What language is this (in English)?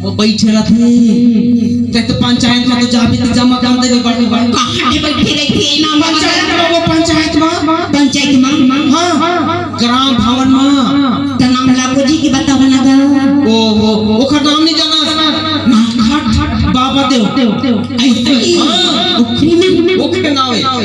Chhattisgarhi